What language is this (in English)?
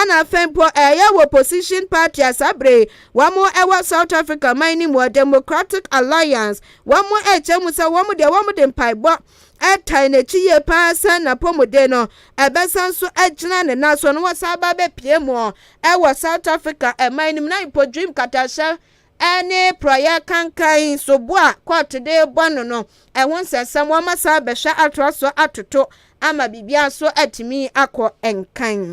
Akan